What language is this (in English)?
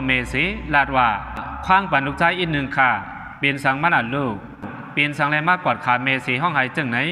Shan